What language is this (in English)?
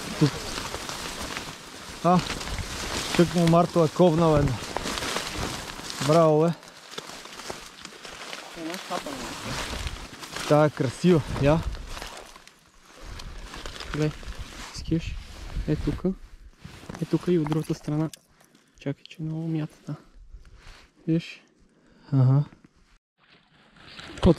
Bulgarian